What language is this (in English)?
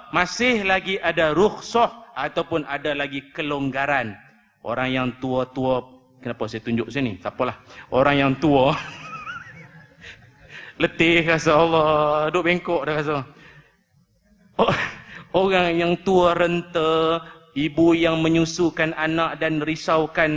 Malay